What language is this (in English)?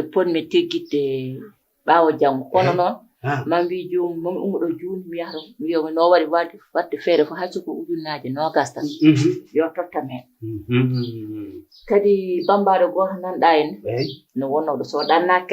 Fula